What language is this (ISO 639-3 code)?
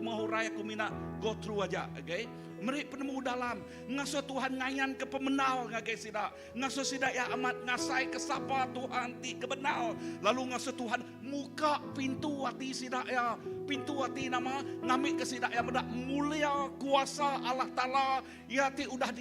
iba